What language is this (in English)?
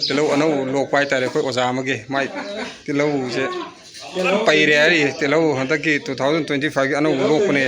Manipuri